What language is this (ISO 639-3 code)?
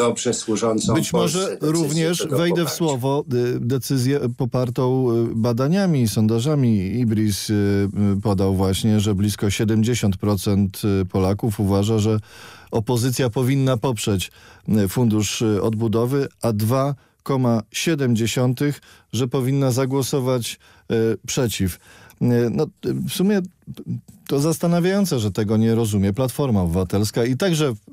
pol